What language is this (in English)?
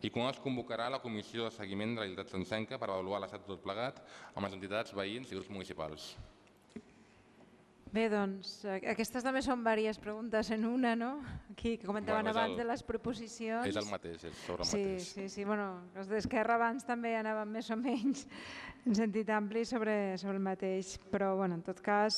Catalan